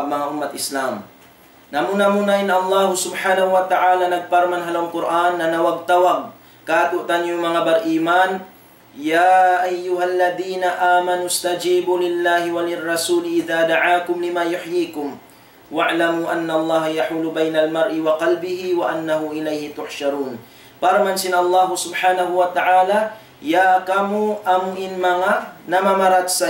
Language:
Tausug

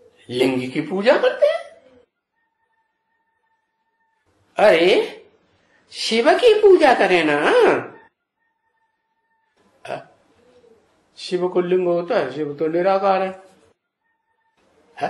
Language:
Hindi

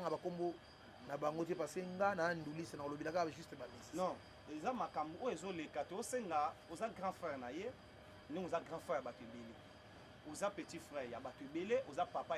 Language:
Lingala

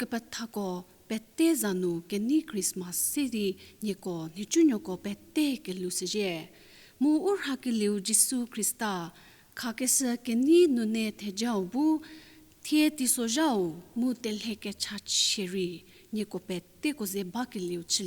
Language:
Angami Naga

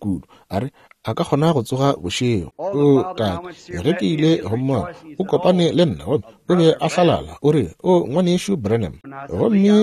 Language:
Northern Sotho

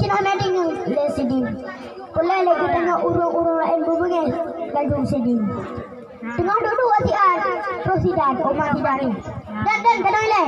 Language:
Achinese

